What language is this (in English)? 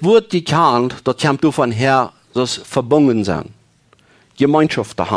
Plautdietsch